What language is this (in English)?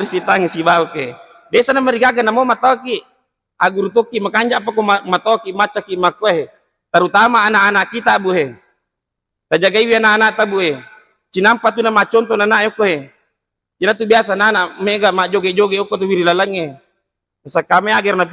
Buginese